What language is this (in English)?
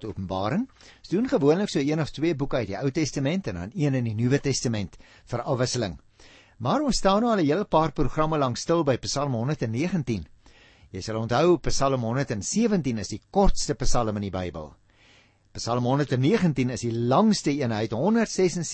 Afrikaans